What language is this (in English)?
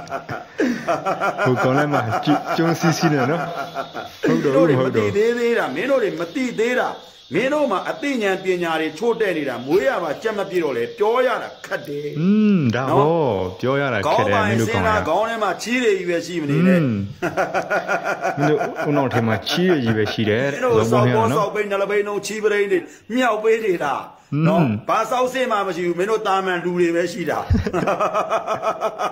Burmese